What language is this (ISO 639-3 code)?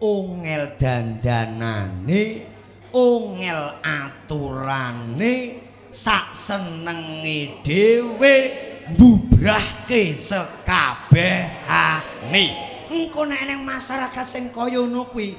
jav